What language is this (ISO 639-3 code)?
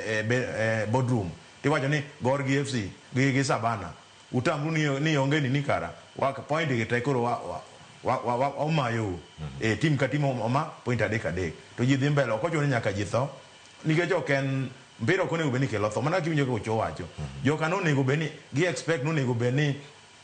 luo